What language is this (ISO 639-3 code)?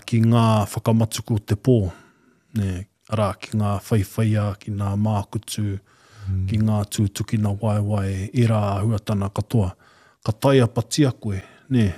mri